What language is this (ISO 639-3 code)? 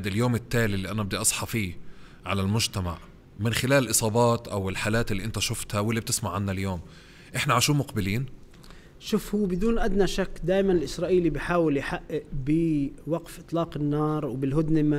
apc